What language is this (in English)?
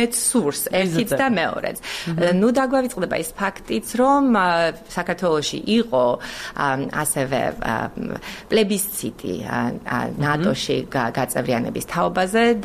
Georgian